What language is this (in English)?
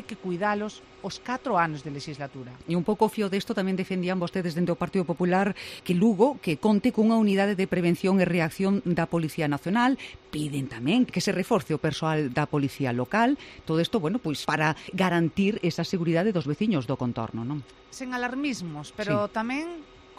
Galician